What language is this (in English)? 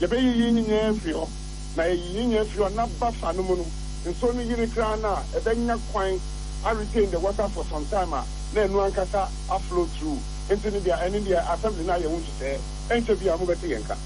Akan